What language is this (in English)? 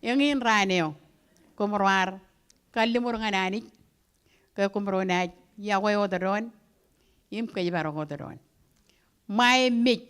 Marshallese